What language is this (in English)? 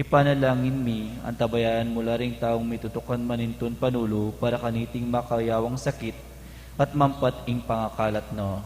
Pampanga